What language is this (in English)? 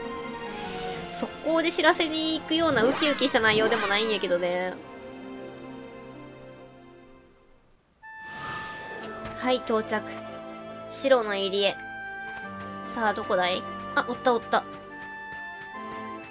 Japanese